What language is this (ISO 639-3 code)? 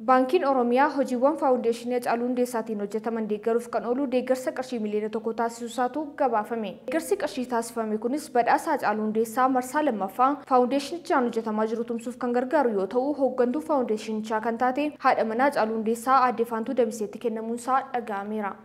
orm